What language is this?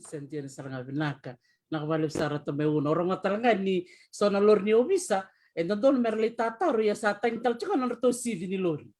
Fijian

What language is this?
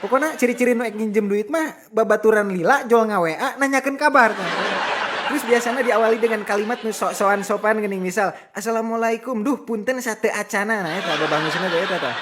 Sundanese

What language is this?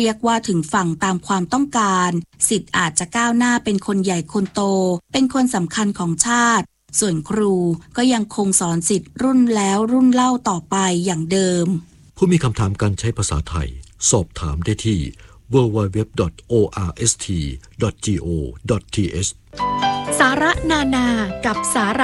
Thai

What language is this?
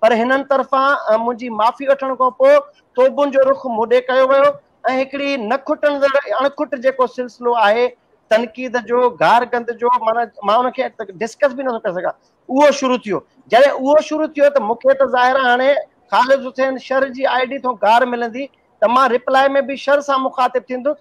Sindhi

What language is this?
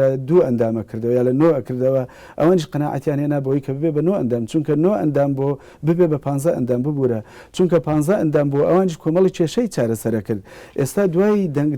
Central Kurdish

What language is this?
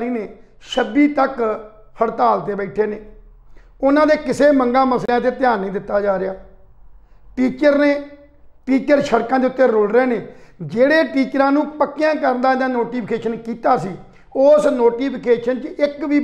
Punjabi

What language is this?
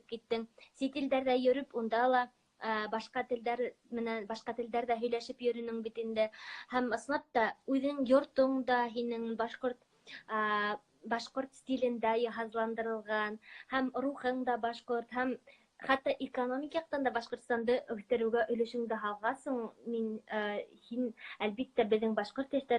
Bashkir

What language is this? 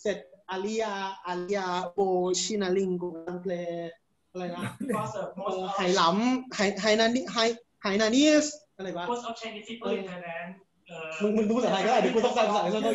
Esperanto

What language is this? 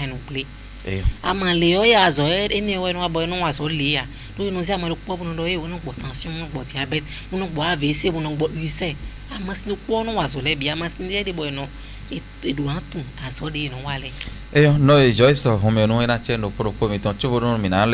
Fon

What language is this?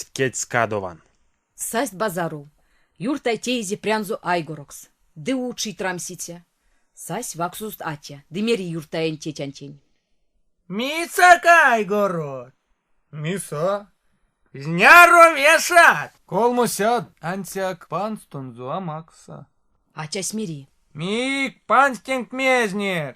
Erzya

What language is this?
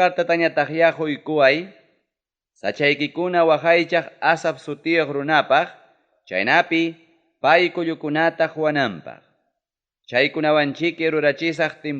Ayacucho Quechua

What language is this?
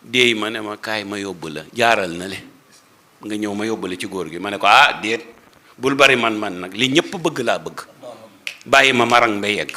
Wolof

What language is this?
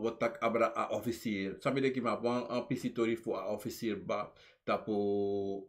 Sranan Tongo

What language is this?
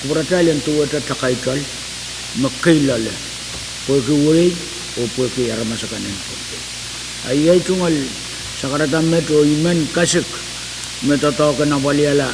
Pohnpeian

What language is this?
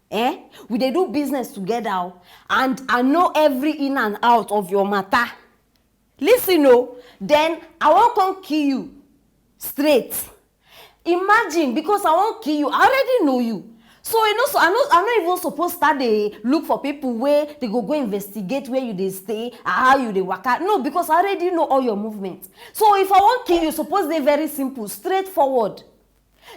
Nigerian Pidgin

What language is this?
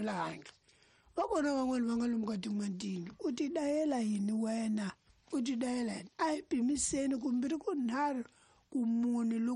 Tsonga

